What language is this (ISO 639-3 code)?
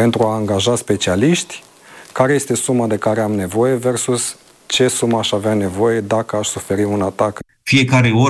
ron